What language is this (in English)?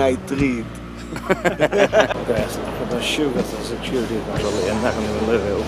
Faroese